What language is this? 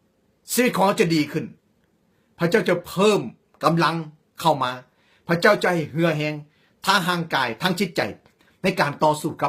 Lao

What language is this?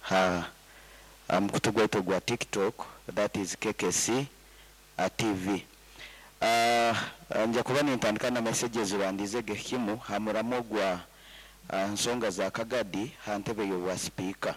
Nyoro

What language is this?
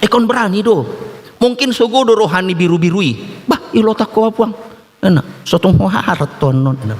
Batak Toba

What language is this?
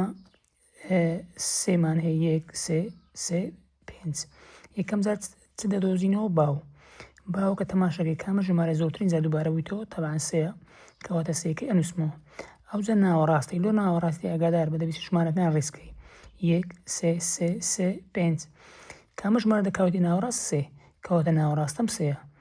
Central Kurdish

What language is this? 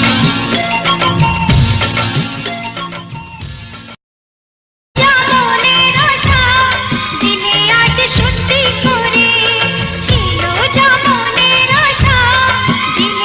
Bangla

